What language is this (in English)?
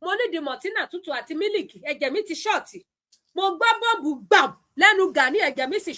Yoruba